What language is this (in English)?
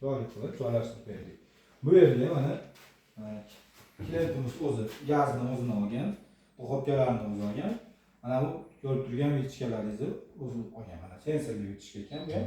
Uzbek